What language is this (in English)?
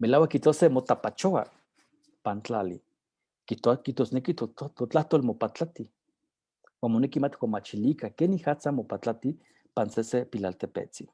Eastern Huasteca Nahuatl